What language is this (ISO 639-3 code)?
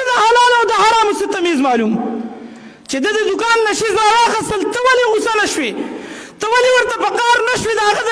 pus